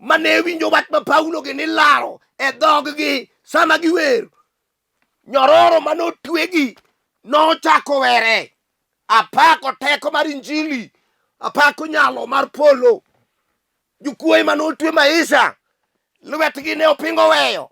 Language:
Luo (Kenya and Tanzania)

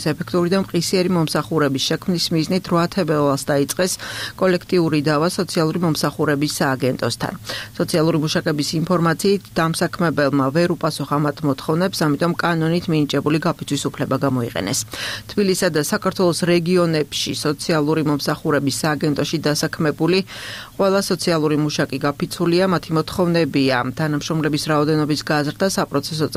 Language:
Georgian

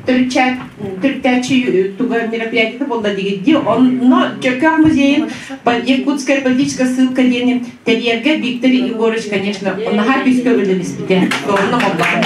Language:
Yakut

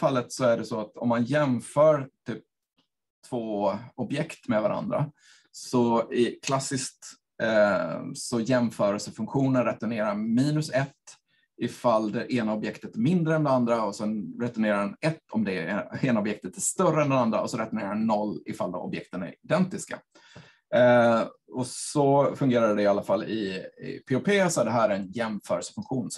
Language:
Swedish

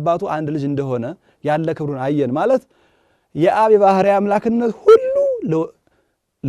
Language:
Amharic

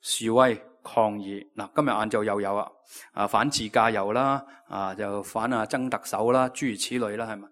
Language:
Cantonese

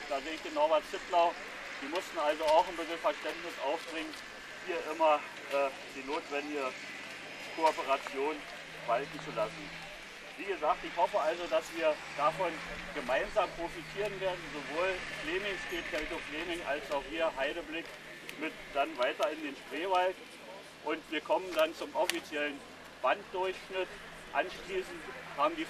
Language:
German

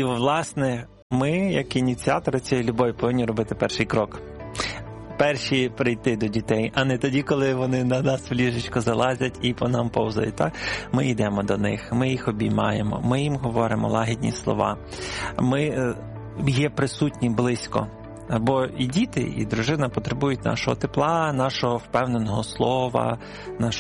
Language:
Ukrainian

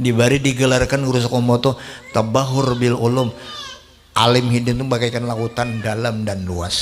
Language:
Banjar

